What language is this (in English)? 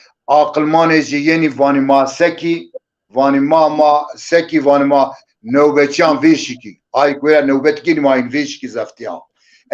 Zaza